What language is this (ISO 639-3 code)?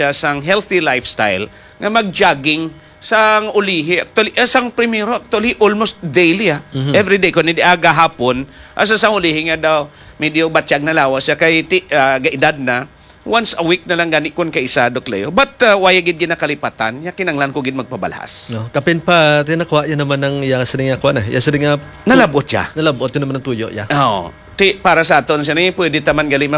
hil